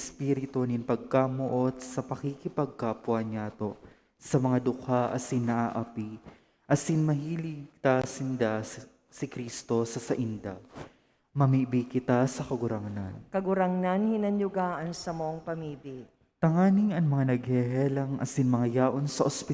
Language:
Bikol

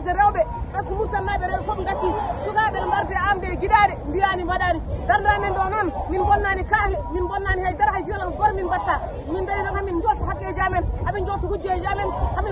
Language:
Fula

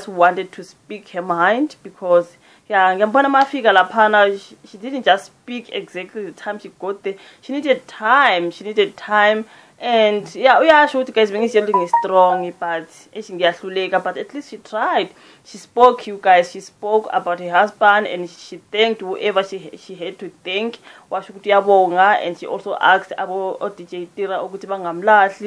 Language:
Zulu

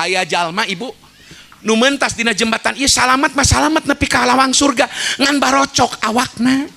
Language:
Sundanese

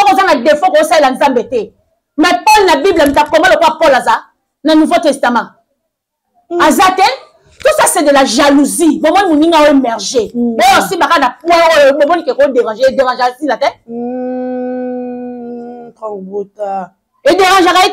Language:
Lingala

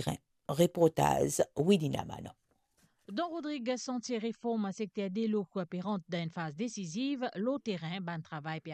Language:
Morisyen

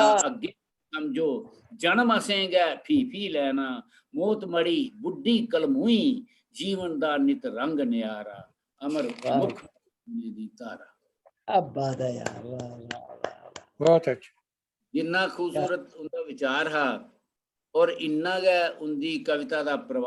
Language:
Dogri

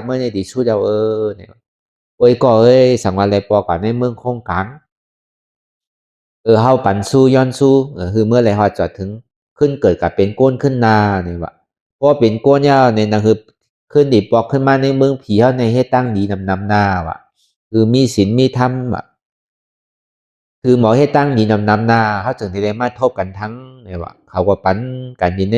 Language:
Shan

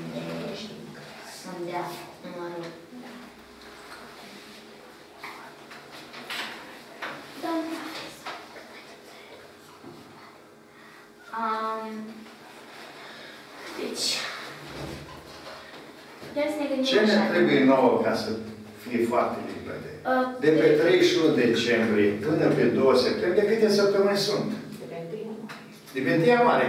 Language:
Romanian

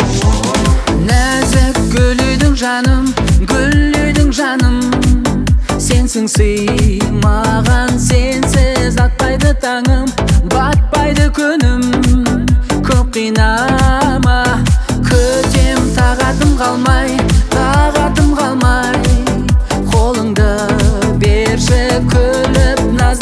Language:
Kazakh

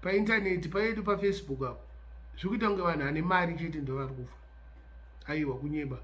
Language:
Shona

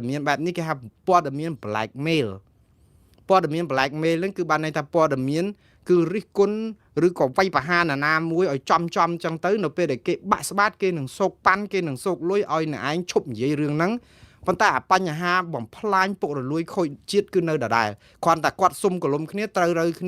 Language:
Khmer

